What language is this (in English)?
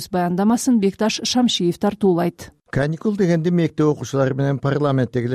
Kyrgyz